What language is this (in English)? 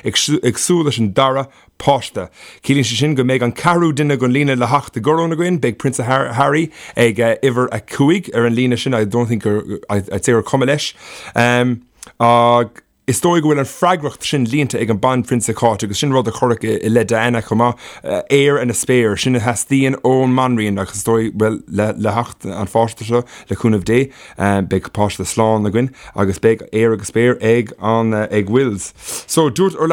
Irish